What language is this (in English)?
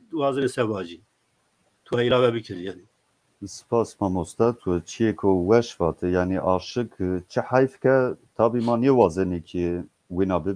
Zaza